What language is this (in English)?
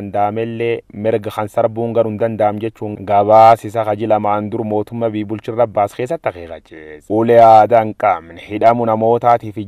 Oromo